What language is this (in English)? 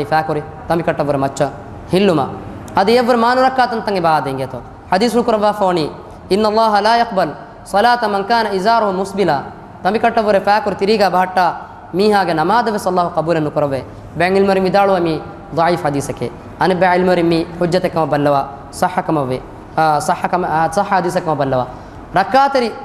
Divehi